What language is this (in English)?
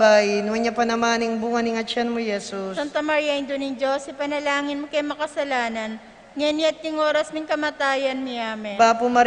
Pampanga